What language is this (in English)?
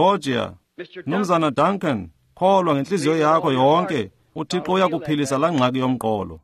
Xhosa